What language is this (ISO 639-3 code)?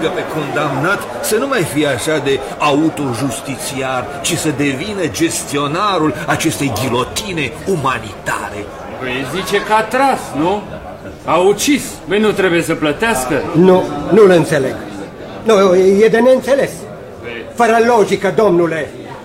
ron